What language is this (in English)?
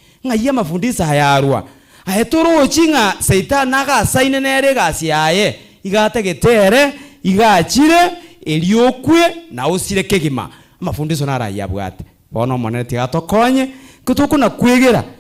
Gusii